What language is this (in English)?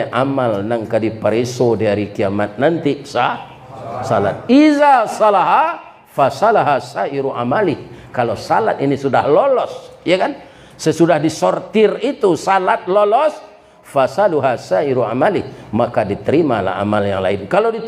Minangkabau